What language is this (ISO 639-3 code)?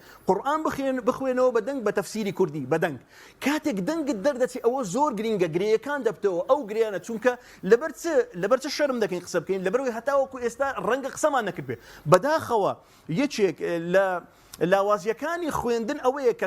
ckb